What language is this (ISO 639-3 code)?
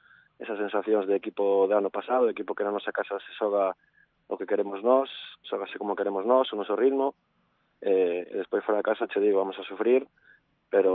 glg